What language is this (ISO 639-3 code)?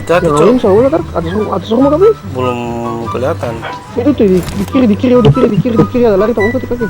abs